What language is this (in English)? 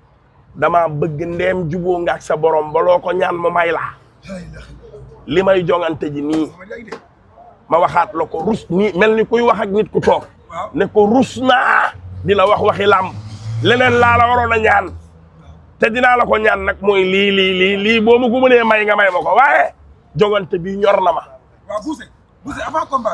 Wolof